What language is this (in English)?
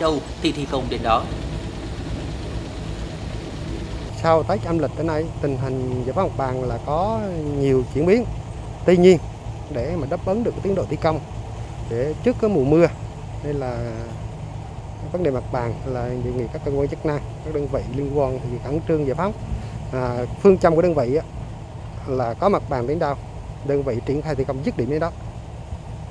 Vietnamese